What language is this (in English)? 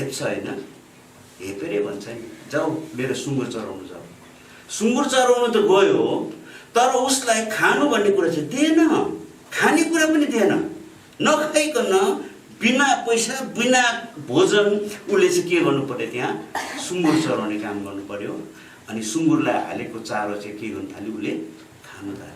Nepali